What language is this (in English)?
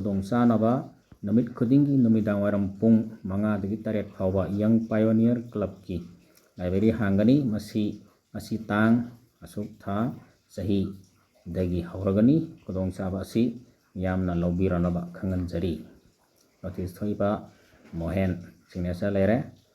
Manipuri